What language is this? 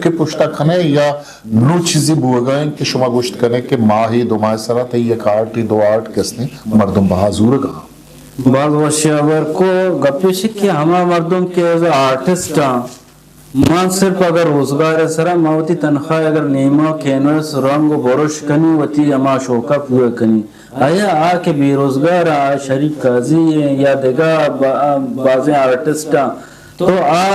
Eastern Balochi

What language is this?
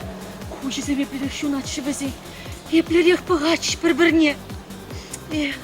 Chuvash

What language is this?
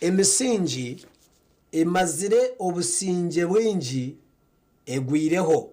Nyankole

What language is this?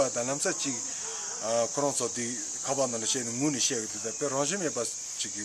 Tibetan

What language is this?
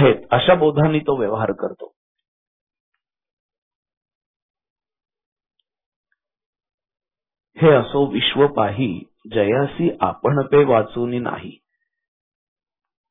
Marathi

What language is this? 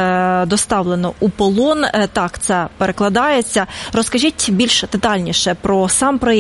Ukrainian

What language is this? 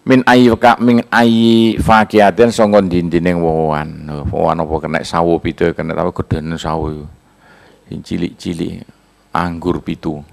Javanese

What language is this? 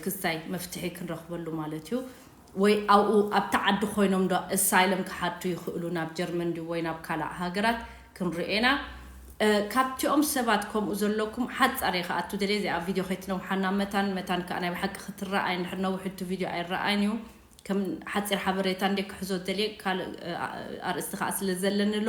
Tigrinya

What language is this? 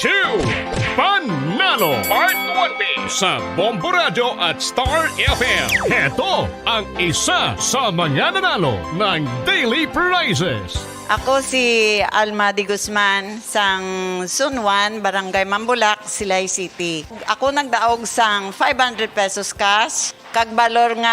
Hiligaynon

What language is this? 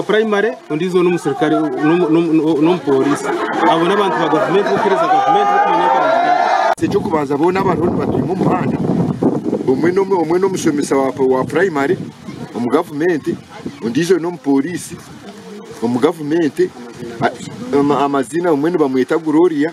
Nyankole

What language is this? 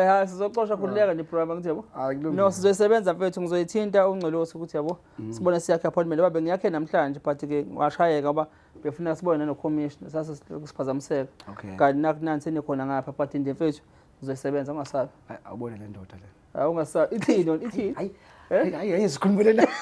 Zulu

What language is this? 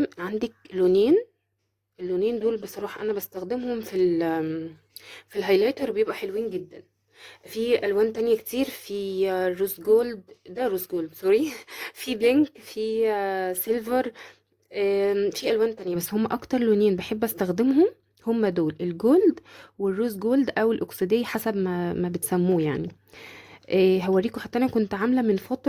Egyptian Arabic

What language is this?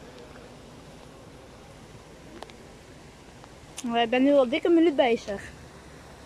Dutch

